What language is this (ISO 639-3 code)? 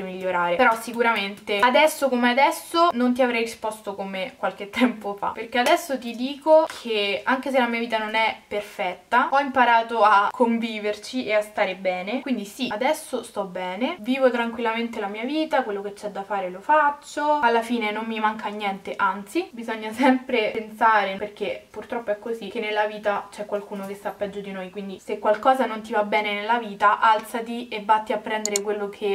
ita